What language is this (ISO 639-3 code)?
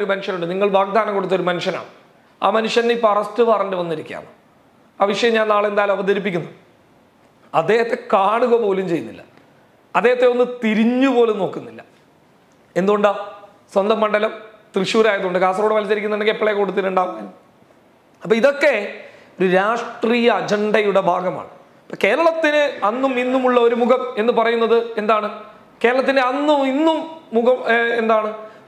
mal